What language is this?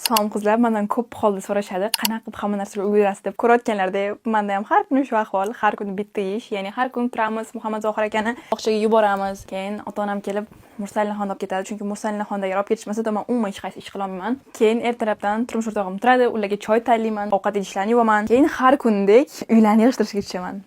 Uzbek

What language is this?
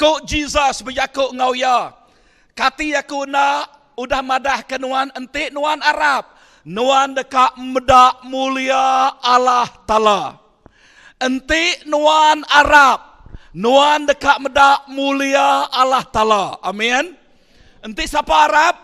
Iban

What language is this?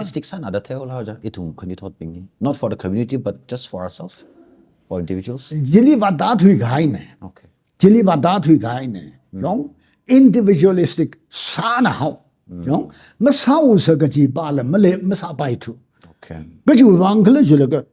Tangkhul Naga (India)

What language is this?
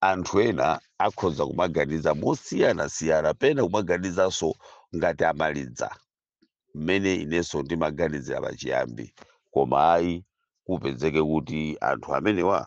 Nyanja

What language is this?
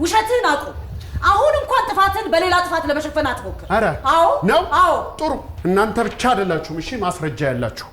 Amharic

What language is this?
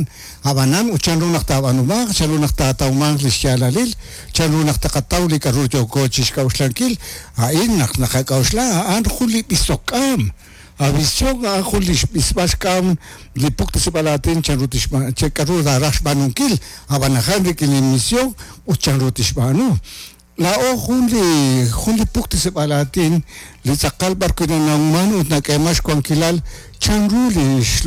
Kekchí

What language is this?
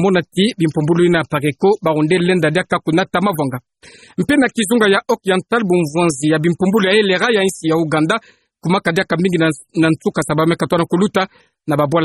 Kituba (Democratic Republic of Congo)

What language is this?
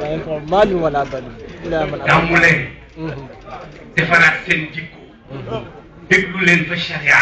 Wolof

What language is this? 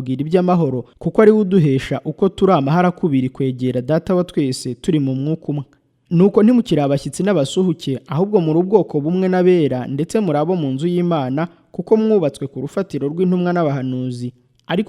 Kinyarwanda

